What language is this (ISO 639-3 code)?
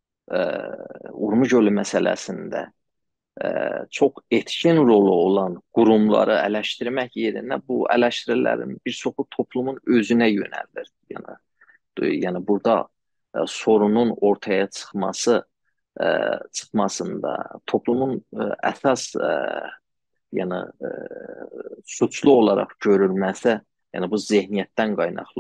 azb